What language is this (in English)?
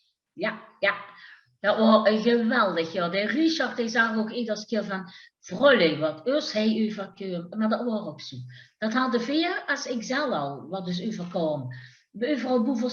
Limburgish